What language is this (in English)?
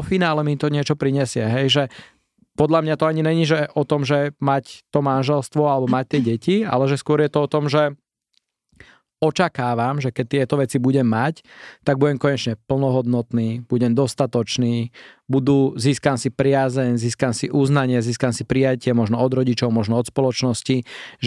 Slovak